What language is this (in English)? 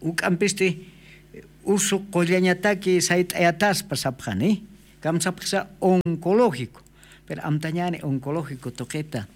Aymara